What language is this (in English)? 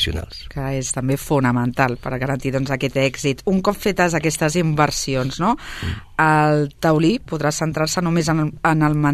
Catalan